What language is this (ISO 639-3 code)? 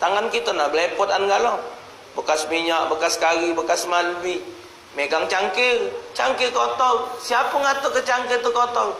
mui